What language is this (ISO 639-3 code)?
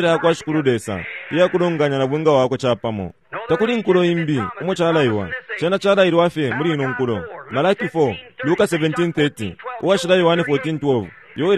bem